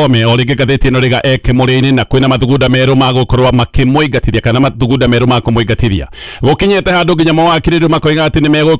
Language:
Kikuyu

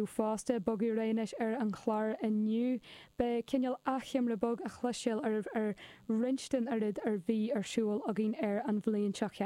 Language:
Irish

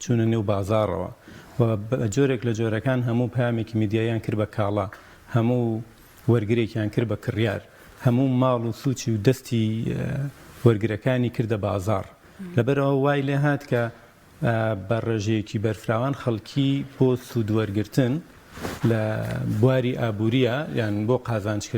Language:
Central Kurdish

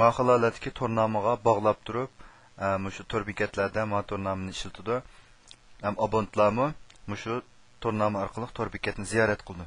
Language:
Uyghur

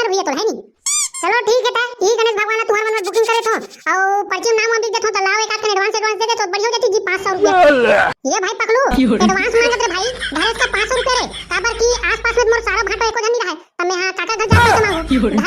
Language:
Chhattisgarhi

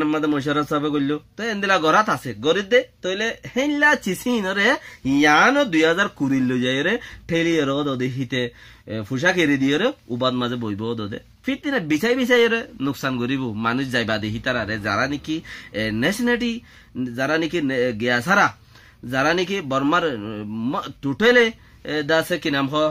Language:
Rohingya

